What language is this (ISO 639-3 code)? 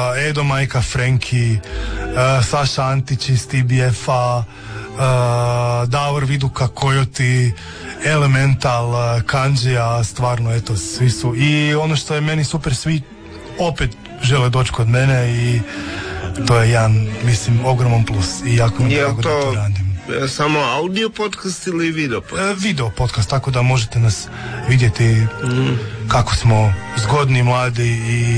hrv